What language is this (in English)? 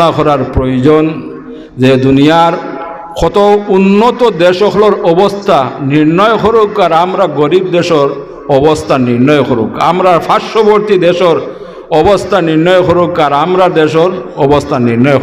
Sylheti